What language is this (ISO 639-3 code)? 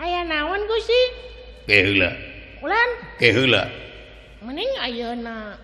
sun